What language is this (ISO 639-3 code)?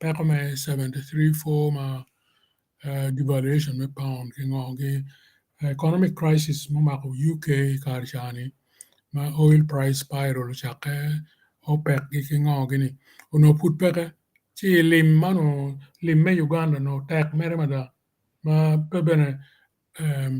ach